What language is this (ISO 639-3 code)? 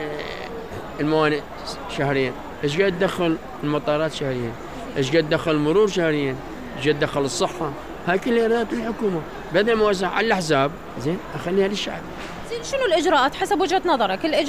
acm